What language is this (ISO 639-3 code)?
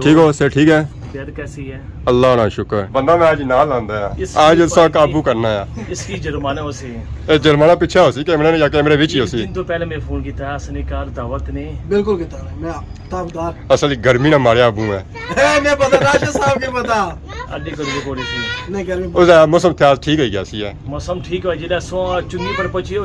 phr